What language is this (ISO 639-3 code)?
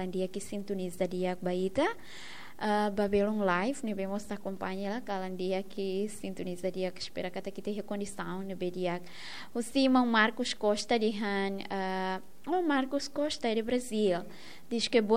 tet